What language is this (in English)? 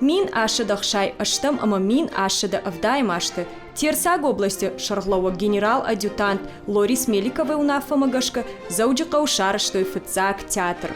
Ossetic